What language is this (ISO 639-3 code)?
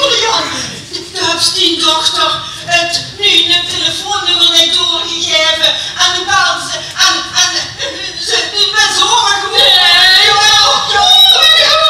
lim